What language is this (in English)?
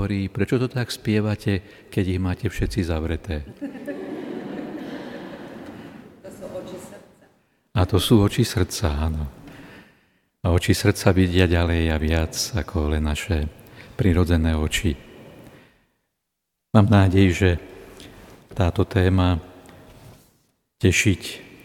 Slovak